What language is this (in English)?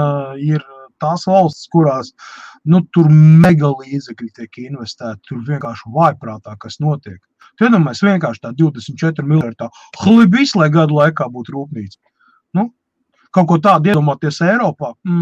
Latvian